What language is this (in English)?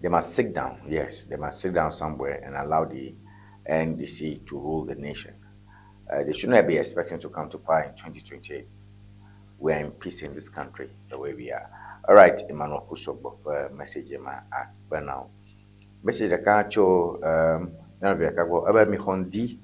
Ewe